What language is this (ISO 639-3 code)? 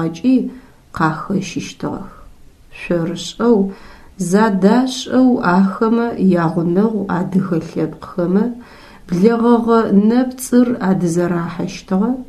ady